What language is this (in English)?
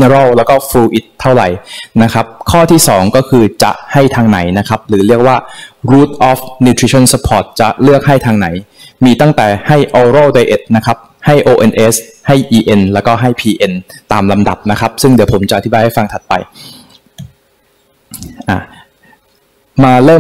Thai